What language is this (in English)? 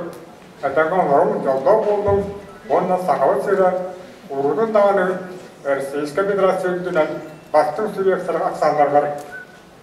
Kazakh